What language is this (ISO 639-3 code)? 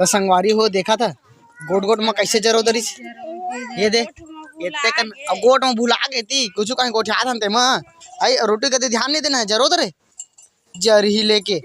hne